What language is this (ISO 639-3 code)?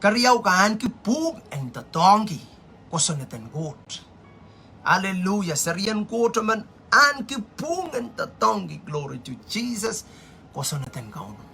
pon